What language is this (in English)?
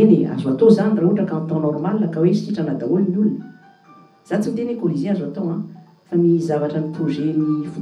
Malagasy